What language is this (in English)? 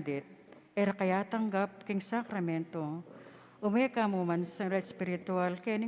Pampanga